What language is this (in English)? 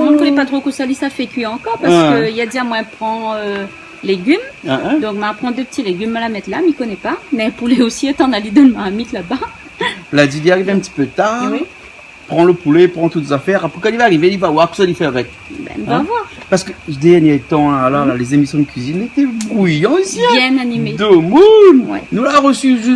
Réunion Creole French